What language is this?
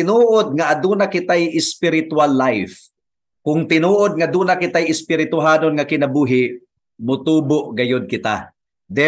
Cebuano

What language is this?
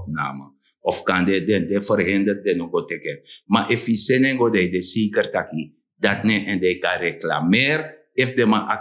Sranan Tongo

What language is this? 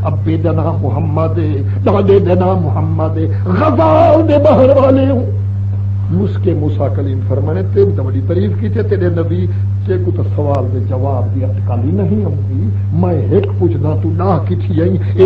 Saraiki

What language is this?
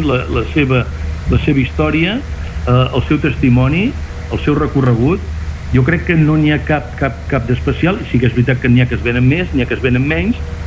Catalan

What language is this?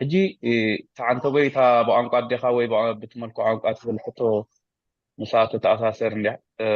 Tigrinya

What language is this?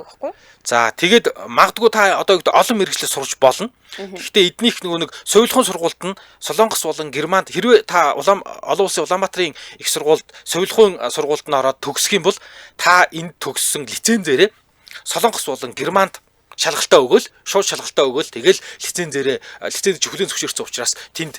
Mongolian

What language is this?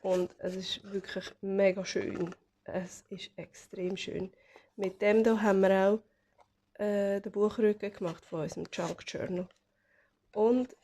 Swiss German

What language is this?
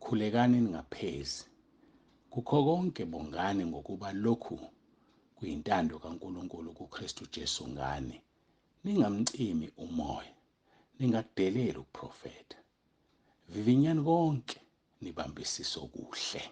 Zulu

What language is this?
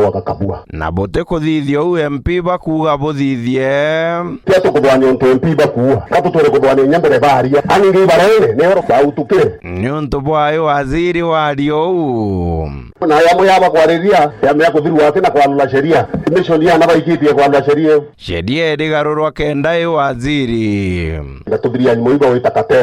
Meru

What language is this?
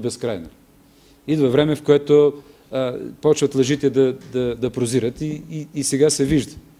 Bulgarian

